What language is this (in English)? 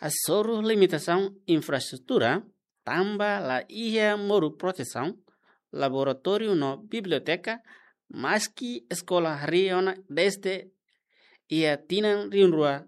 Tetum